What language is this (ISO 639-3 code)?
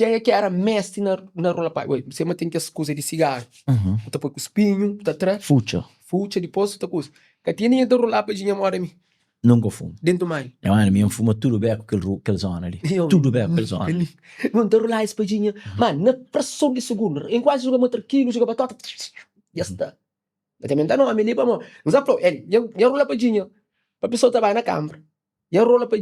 kea